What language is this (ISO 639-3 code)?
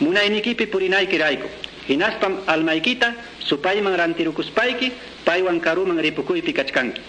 que